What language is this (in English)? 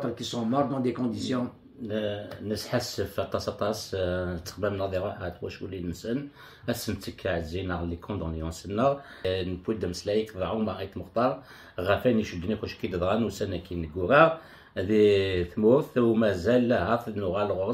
Kabyle